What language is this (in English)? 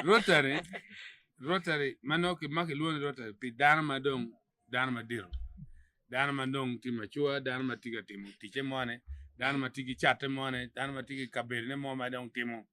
Acoli